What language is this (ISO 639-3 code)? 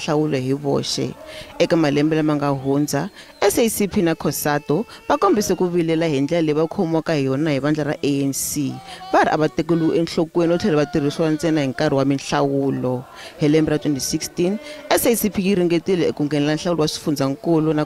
tso